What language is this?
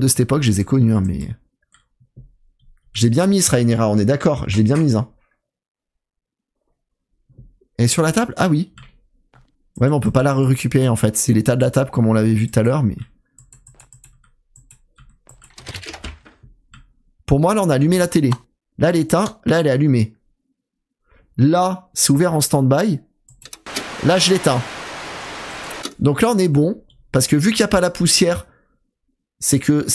French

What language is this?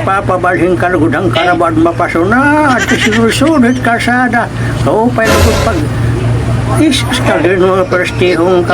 Waray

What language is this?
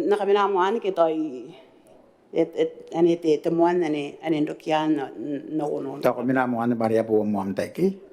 Gilbertese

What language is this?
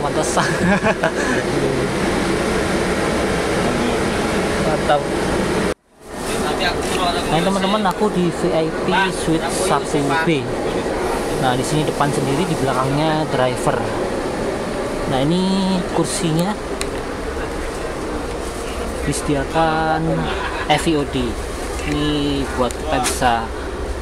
Indonesian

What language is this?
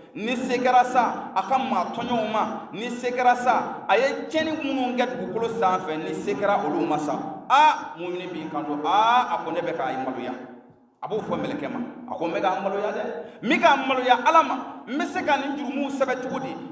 Bambara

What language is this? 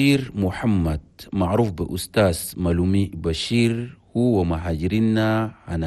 Chadian Arabic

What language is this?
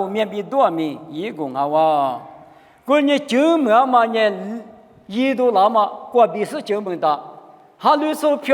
Lisu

